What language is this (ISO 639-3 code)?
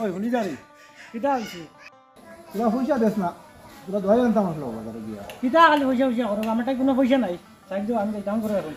syl